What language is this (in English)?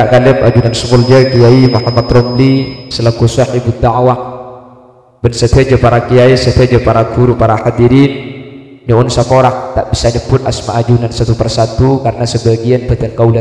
Madurese